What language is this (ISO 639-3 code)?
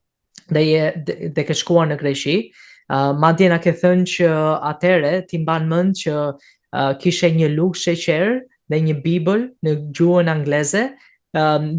sqi